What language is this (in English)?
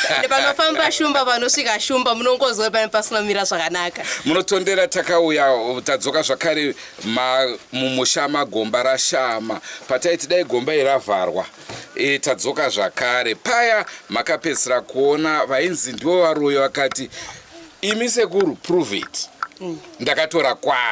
Shona